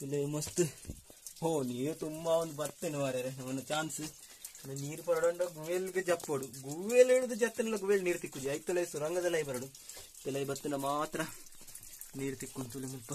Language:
Tulu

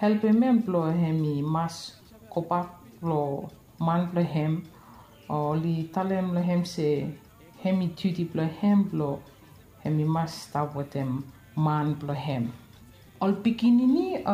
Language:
Bislama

